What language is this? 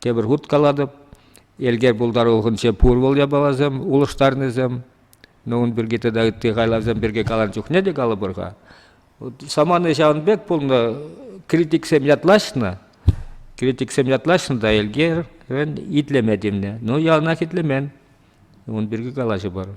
Chuvash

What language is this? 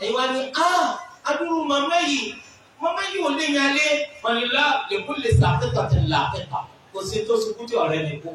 Yoruba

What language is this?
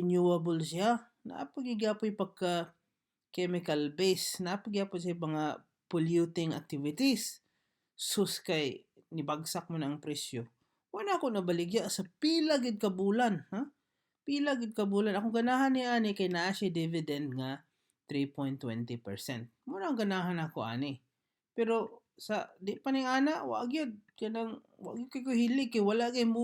Cebuano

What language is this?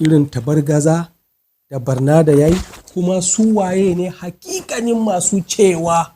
Hausa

